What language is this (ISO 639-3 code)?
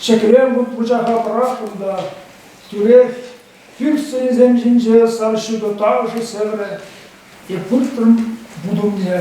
chv